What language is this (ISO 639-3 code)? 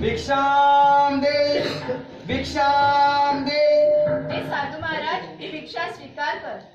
kok